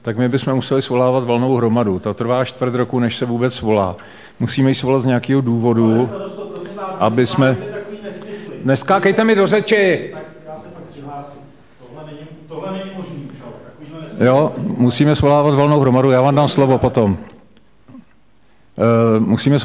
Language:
Czech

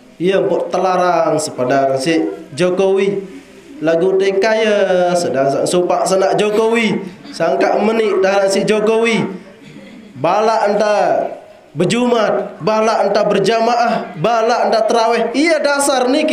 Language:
Sasak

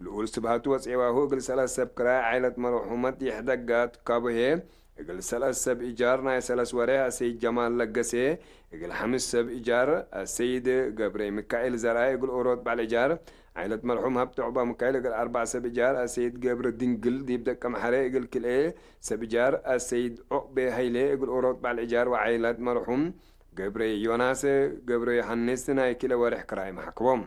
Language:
Tigre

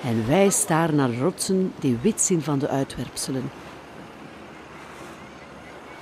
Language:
Dutch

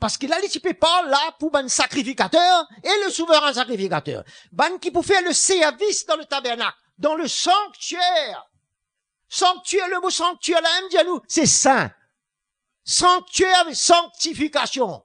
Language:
Morisyen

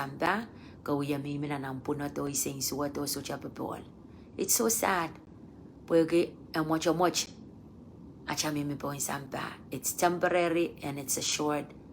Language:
Pohnpeian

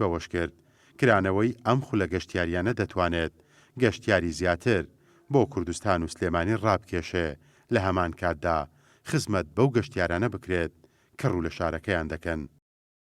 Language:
Central Kurdish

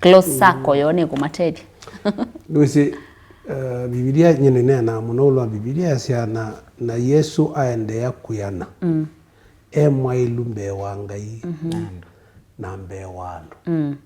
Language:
Kamba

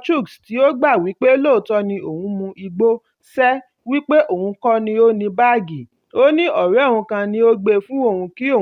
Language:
Yoruba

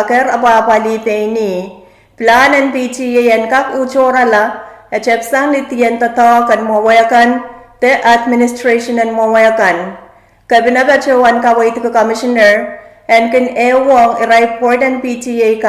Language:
Pohnpeian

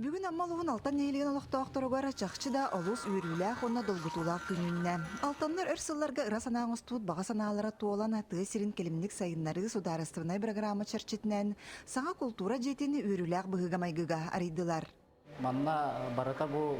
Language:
Yakut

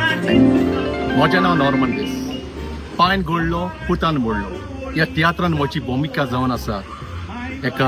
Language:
Konkani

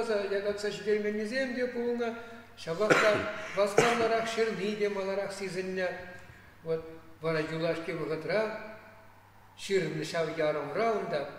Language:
Chuvash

